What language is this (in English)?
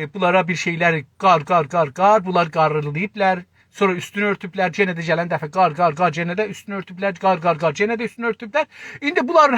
South Azerbaijani